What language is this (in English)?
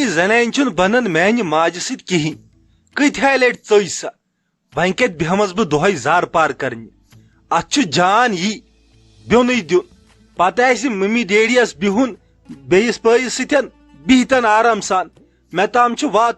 Kashmiri